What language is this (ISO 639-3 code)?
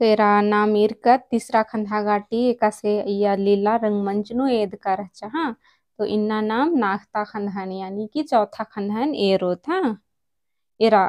kru